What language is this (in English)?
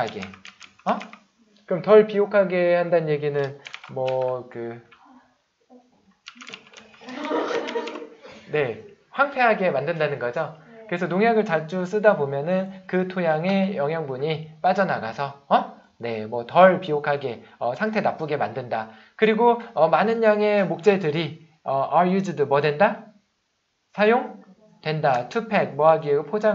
Korean